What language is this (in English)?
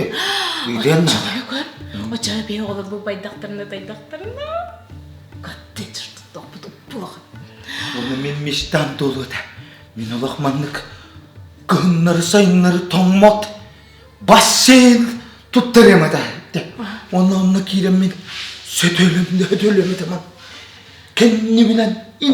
Yakut